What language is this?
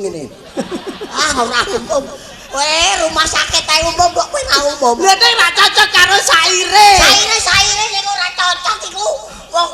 Javanese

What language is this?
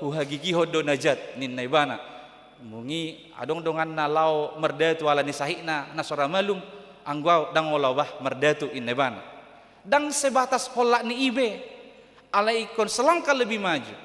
Batak Toba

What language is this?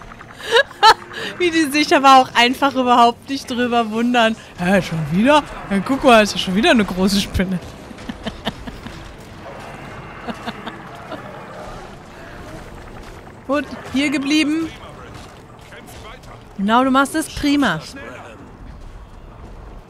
German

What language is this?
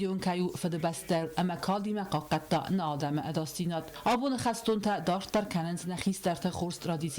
Ossetic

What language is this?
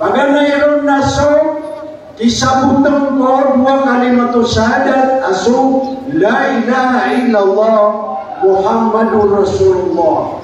Maranao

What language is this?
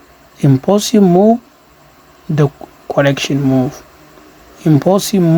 Hausa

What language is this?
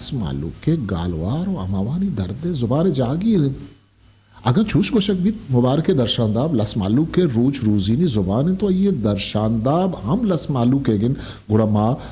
Eastern Balochi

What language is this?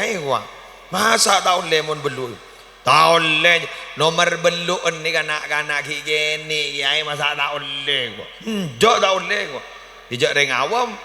Madurese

